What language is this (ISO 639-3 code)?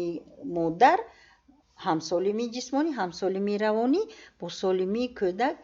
tgk